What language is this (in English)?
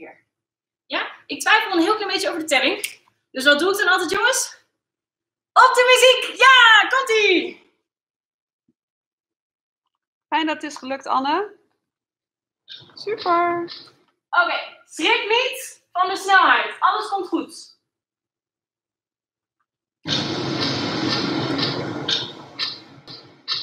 Dutch